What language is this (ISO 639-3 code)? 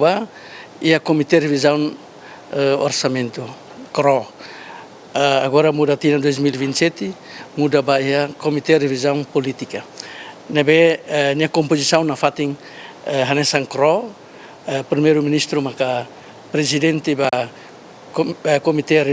tet